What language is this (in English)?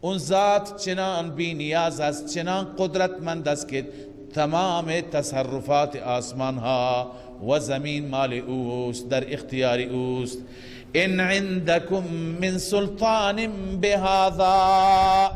Persian